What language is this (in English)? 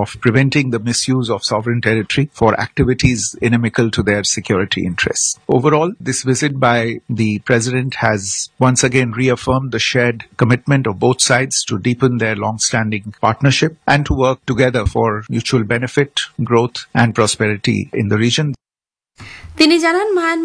Bangla